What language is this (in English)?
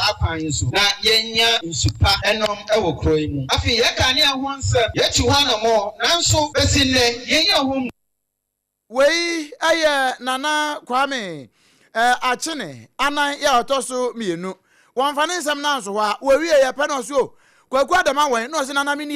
Akan